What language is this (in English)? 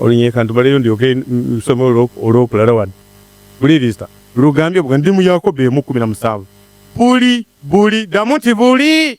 Ganda